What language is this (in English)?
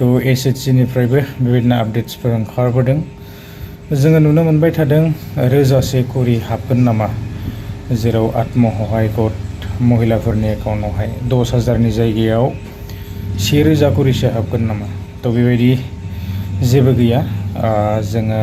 Bodo